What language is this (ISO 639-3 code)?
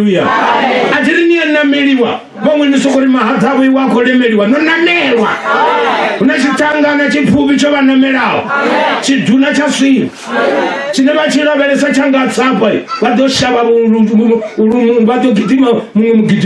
ven